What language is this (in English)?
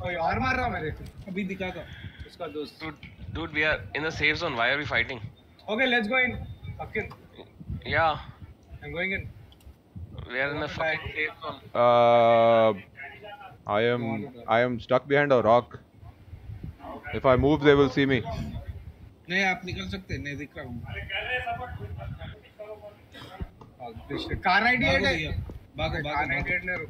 Hindi